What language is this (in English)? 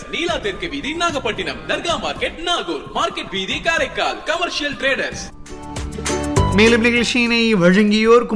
Tamil